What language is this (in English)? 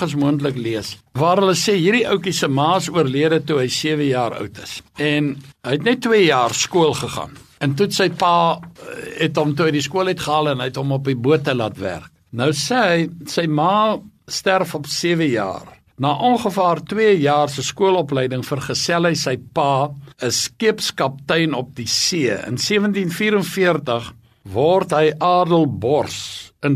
Afrikaans